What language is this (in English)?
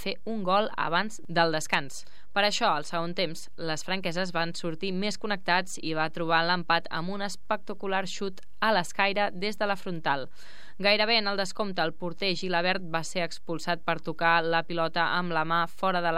Catalan